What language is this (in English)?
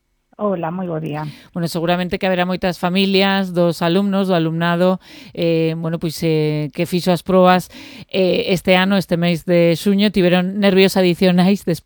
Galician